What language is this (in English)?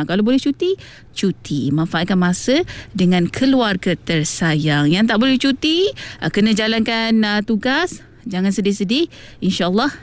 Malay